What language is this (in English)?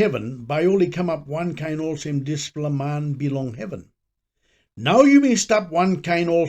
Tok Pisin